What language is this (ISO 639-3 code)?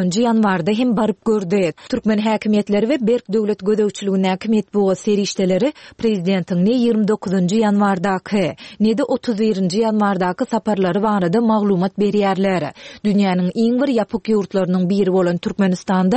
tuk